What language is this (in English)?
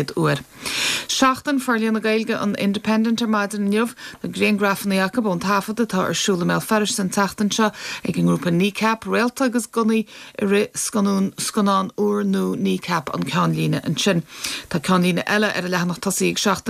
Irish